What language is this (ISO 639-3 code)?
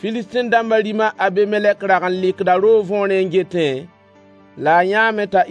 mos